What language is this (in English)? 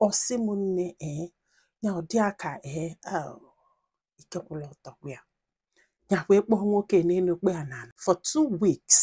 Igbo